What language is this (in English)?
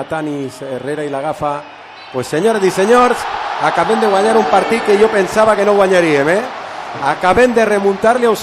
Catalan